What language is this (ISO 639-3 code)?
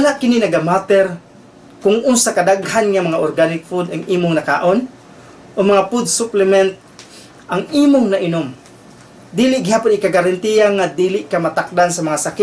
ceb